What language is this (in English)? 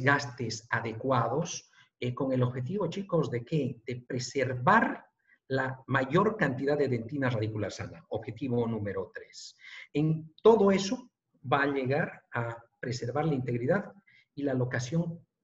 Spanish